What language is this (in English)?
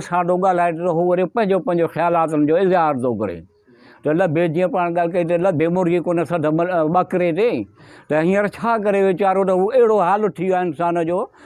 Sindhi